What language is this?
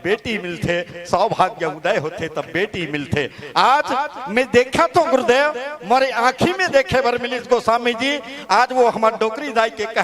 Chhattisgarhi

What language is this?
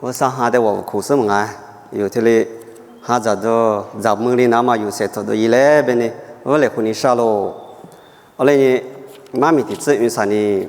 Lisu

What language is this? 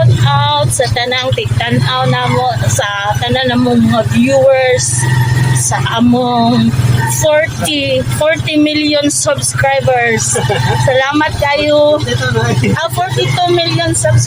Cebuano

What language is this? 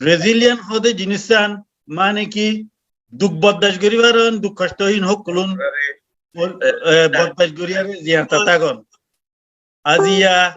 Rohingya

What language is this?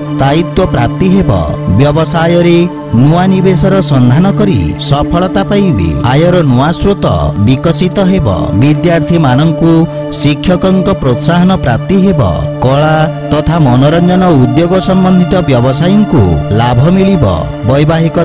Odia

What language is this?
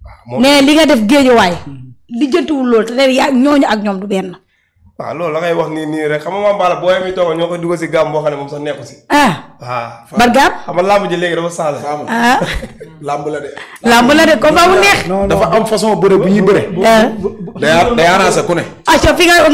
Wolof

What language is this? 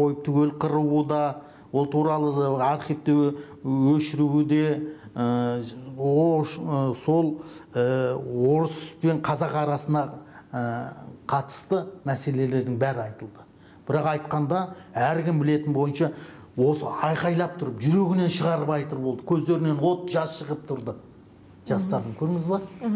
Kazakh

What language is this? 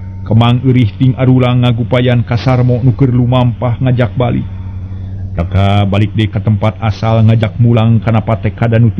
Sundanese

